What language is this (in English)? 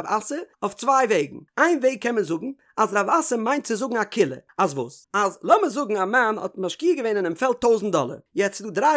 Yiddish